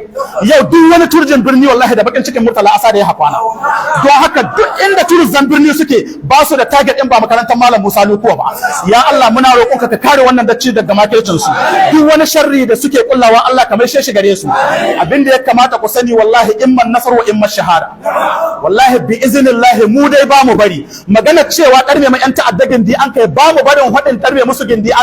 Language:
Hausa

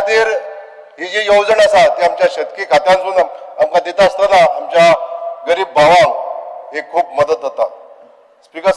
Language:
Konkani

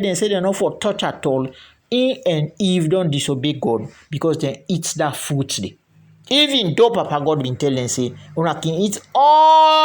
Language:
Krio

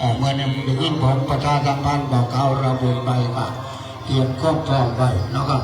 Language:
Northeastern Thai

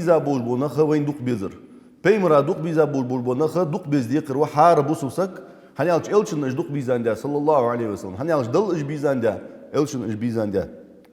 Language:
Ingush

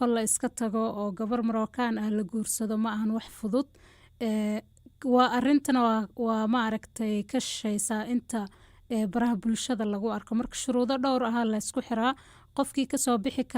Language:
Somali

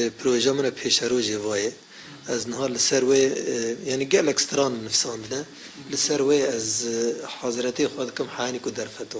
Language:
Kurdish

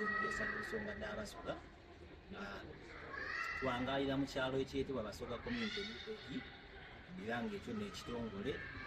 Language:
Soga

